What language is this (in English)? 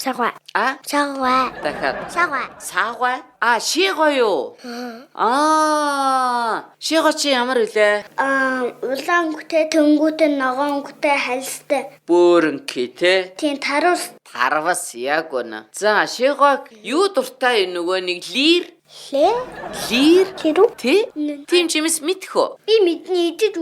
Mongolian